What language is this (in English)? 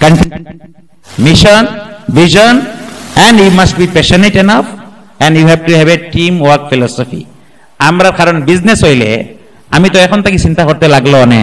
Sylheti